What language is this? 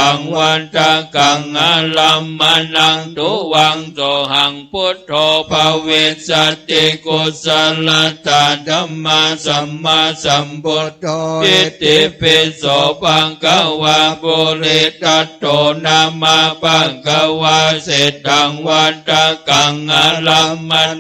Pali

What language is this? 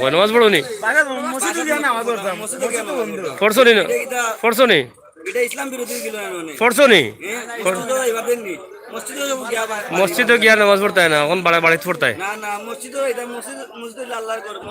Sylheti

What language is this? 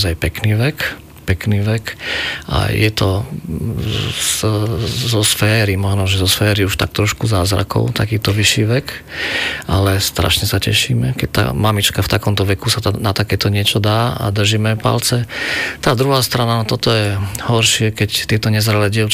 Slovak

